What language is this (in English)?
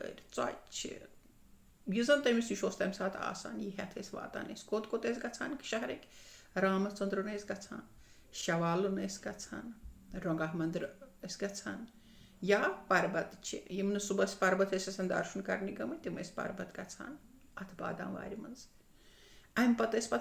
Kashmiri